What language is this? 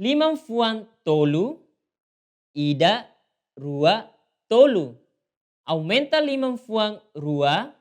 Tetum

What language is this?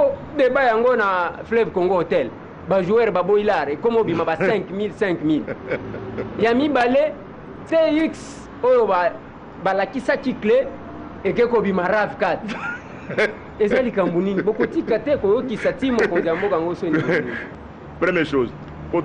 Lingala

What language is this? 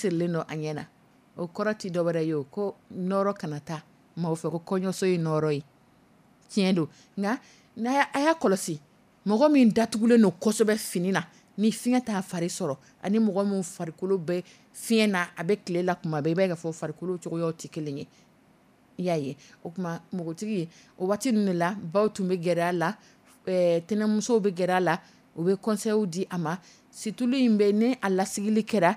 Dyula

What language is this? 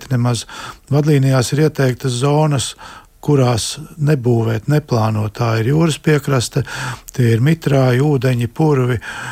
Latvian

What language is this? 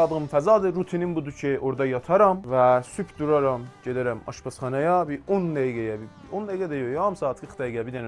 South Azerbaijani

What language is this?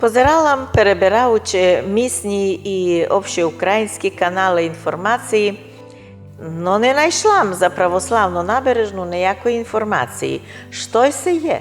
Rusyn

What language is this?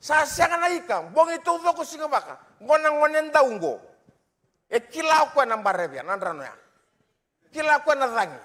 Fijian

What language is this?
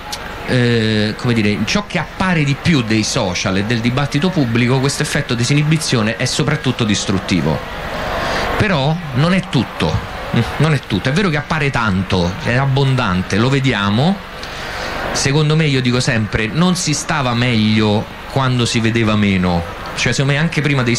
Italian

